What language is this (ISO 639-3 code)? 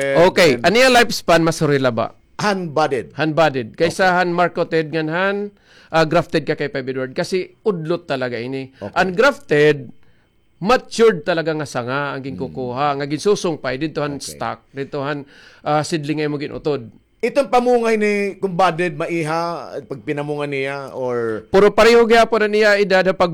war